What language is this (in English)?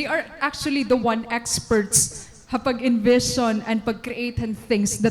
Waray